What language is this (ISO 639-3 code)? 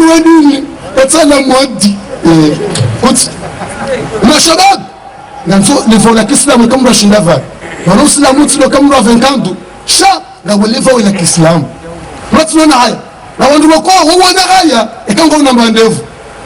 zdj